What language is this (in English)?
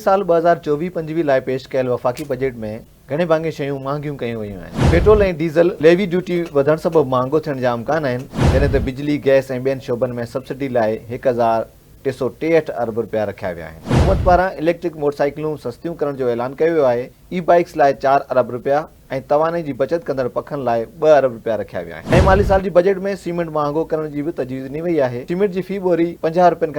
Sindhi